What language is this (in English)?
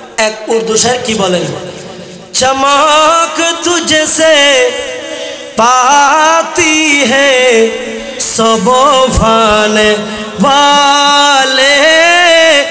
Bangla